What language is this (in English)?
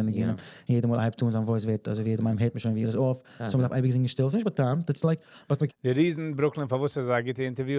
Yiddish